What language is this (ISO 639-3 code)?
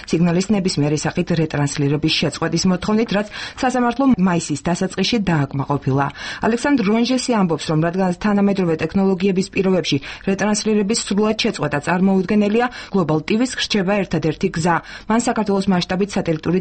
kat